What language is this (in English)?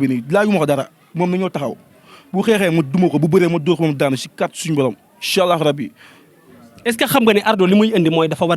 Wolof